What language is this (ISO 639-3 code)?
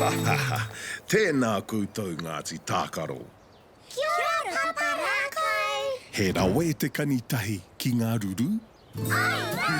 mri